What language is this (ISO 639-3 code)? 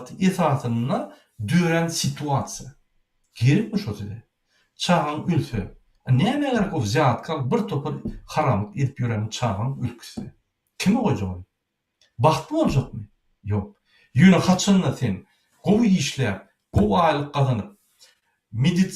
tuk